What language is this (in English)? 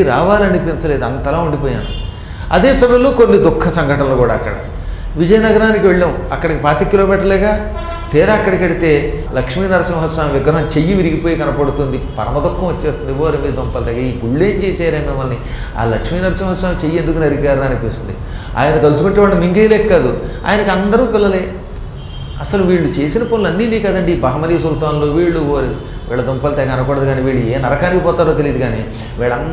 Telugu